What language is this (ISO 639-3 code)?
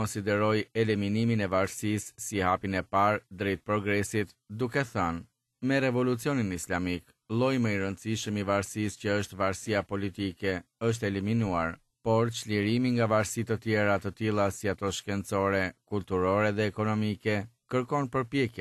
sqi